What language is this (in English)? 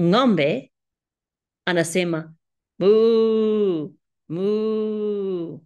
Swahili